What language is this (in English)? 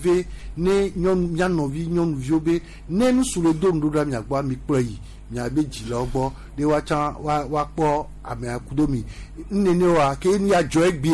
Gen